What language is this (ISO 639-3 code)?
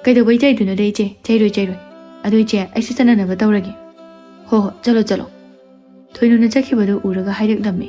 mni